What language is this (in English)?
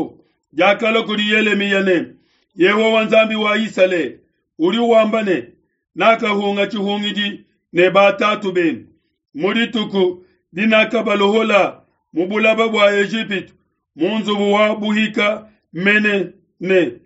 Luba-Lulua